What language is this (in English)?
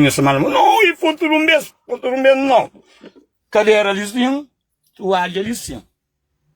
Kabuverdianu